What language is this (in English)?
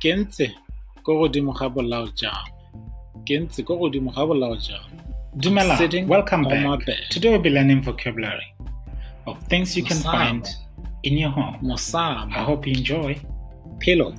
Tswana